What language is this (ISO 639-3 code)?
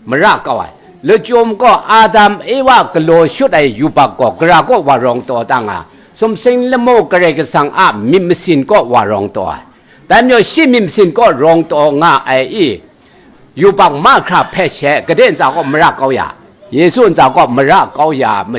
kac